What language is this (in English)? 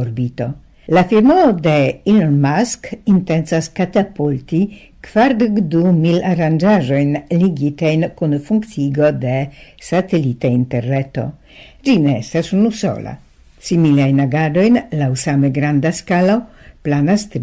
Esperanto